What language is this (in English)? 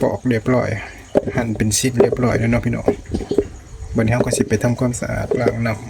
Lao